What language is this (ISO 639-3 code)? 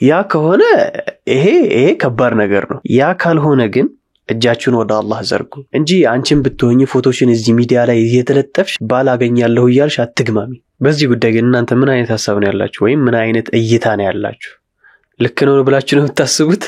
amh